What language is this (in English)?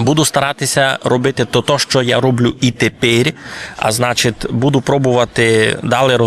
Rusyn